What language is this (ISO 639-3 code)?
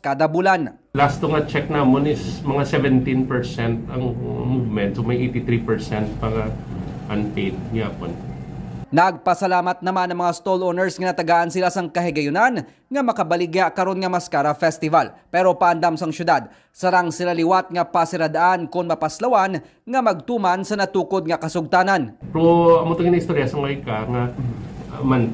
hil